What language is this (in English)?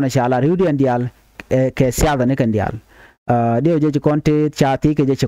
Nuer